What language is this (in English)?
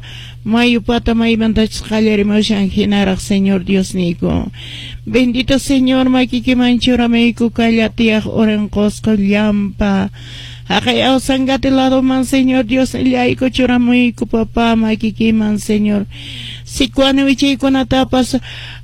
Quechua